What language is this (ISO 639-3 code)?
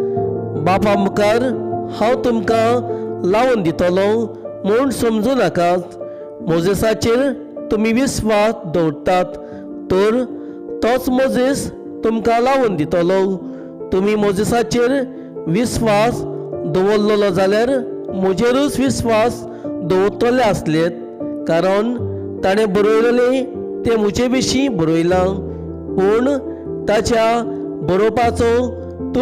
kok